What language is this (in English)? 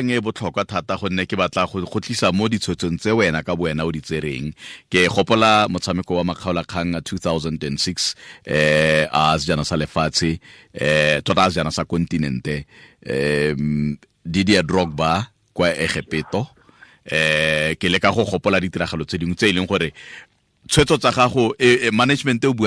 Tswana